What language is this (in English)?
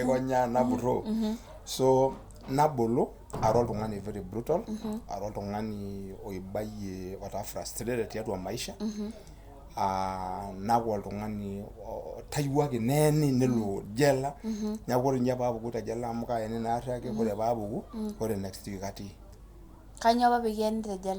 Masai